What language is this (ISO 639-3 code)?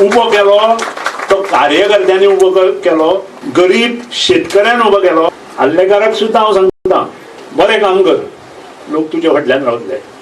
kok